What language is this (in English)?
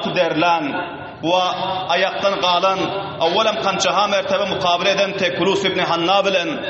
Turkmen